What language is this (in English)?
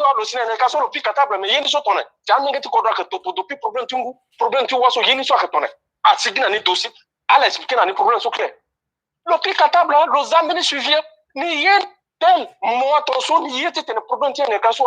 Sango